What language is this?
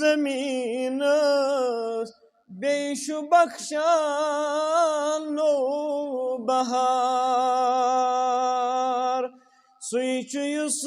Kashmiri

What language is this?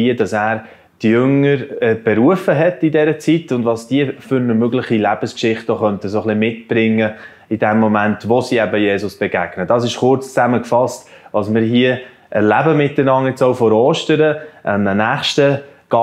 Swiss German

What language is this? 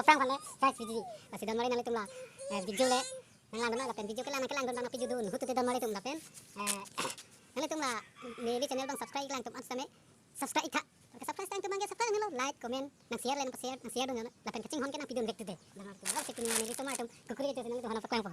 Karbi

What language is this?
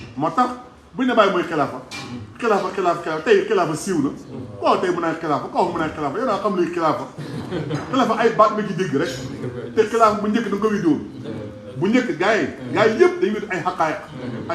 Wolof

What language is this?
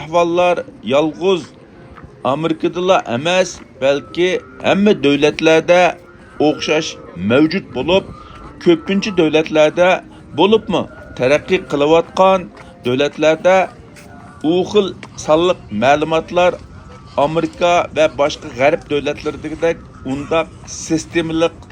Uyghur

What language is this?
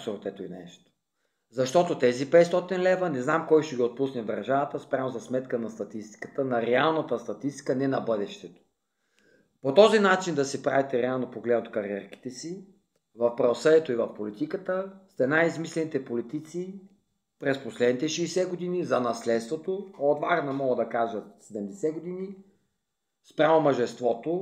Bulgarian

